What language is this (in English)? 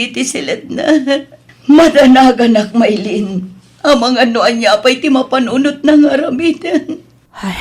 Iloko